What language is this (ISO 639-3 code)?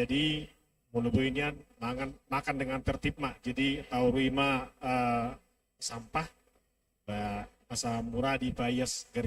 bbc